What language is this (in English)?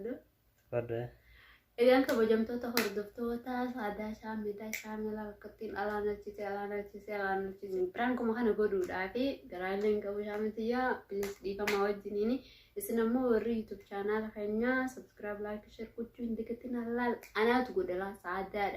Oromo